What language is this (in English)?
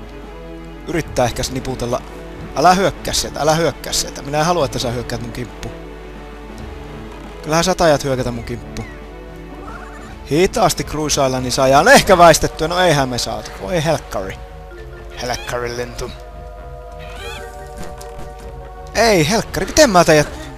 Finnish